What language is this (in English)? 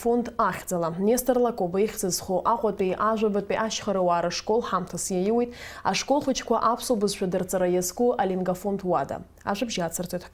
Abkhazian